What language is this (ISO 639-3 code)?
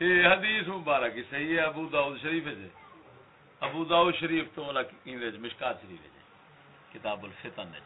skr